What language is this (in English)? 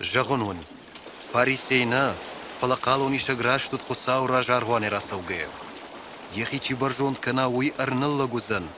Ossetic